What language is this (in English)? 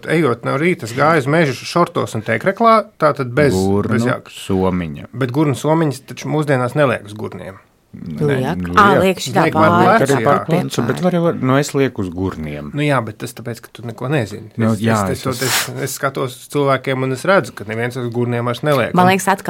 Latvian